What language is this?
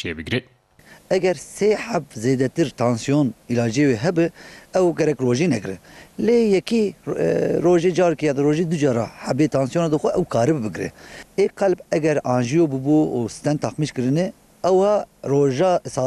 Kurdish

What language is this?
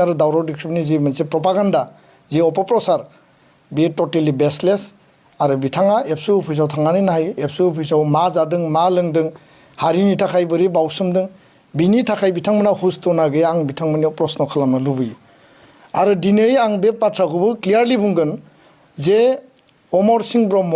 Bodo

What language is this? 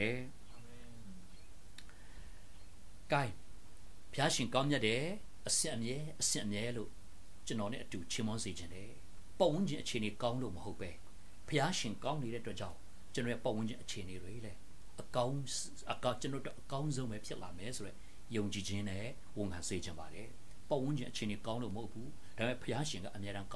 Burmese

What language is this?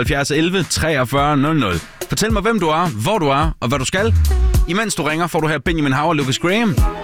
Danish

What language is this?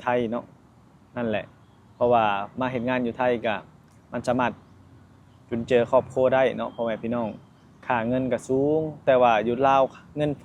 Lao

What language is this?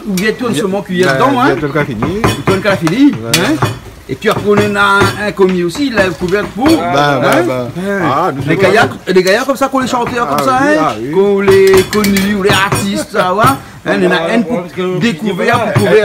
Réunion Creole French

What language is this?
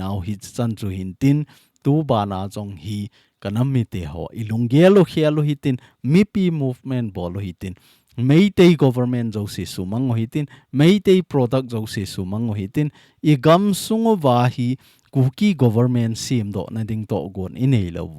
Thado Chin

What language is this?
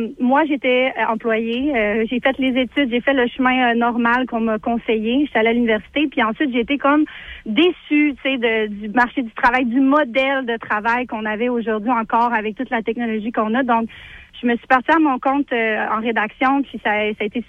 French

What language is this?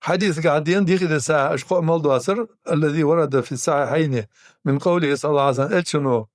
Ingush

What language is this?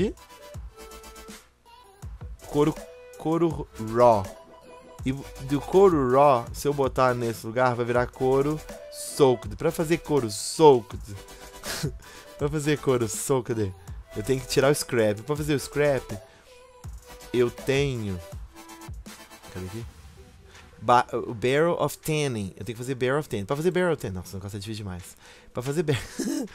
Portuguese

